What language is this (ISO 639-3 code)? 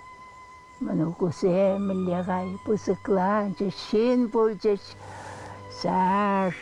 chv